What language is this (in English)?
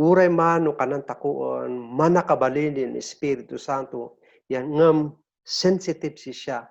Kankanaey